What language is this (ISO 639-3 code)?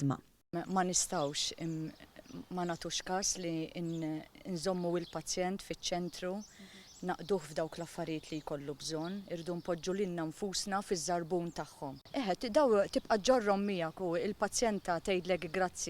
mlt